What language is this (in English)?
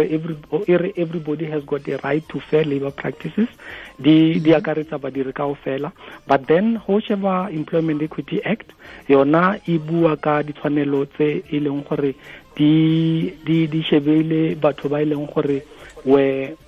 Tswana